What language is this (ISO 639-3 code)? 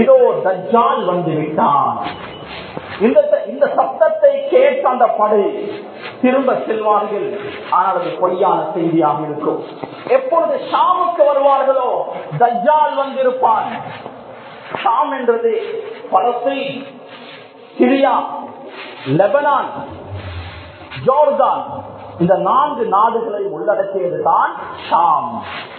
tam